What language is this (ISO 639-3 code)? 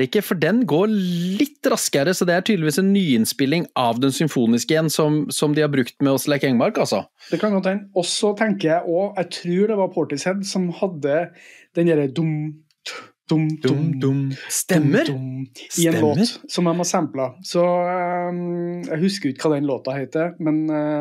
nor